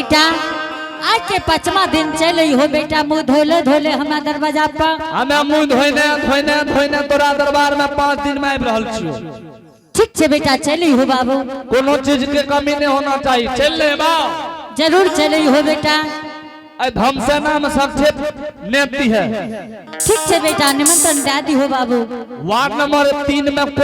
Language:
Angika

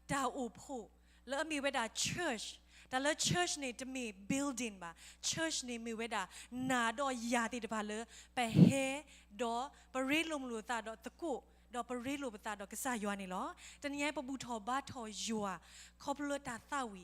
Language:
S'gaw Karen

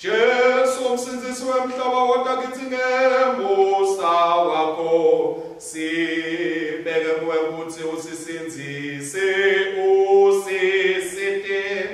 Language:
Swati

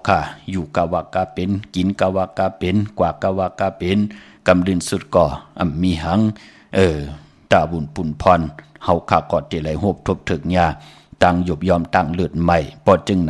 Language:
Shan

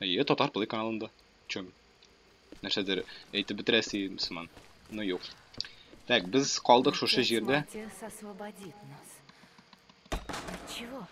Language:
Tatar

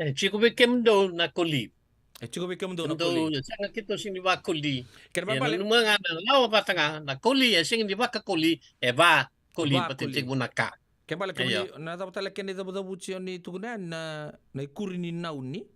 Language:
Fijian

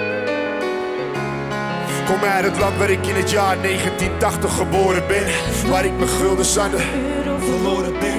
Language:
Dutch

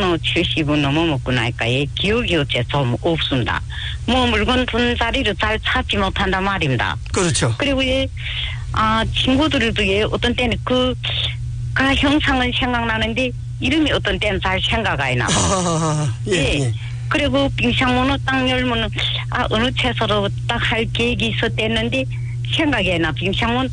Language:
Korean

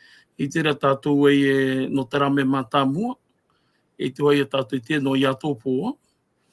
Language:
Tahitian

